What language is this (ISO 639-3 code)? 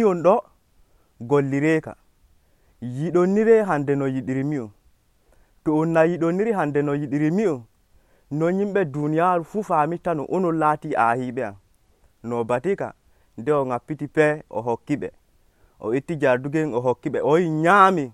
fuv